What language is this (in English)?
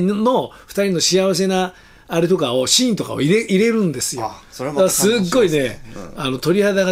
Japanese